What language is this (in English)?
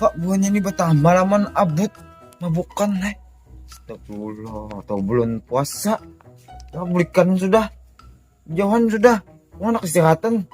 Banjar